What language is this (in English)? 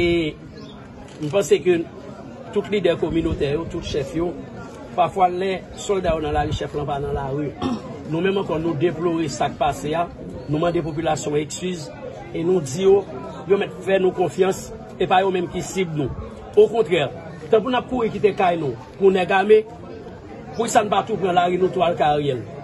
Haitian Creole